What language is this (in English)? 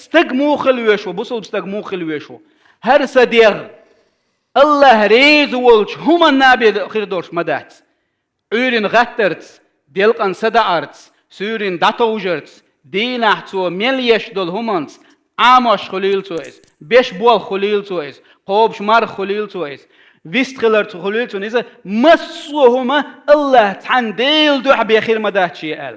Chechen